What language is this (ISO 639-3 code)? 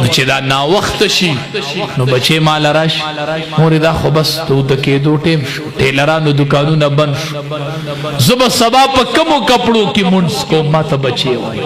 pus